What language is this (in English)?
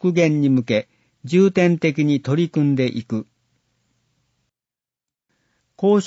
Japanese